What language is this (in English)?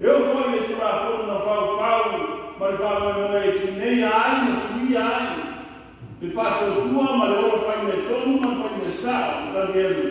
Samoan